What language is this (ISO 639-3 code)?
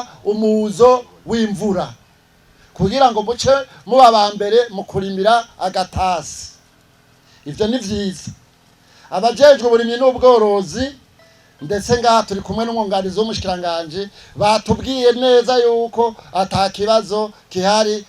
run